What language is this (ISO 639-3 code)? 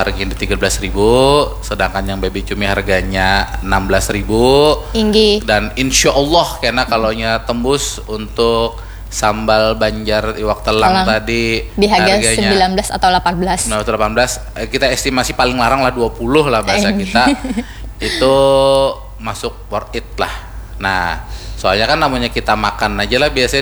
bjn